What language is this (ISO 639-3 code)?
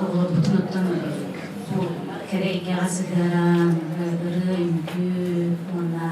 sah